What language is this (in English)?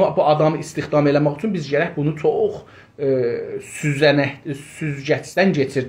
South Azerbaijani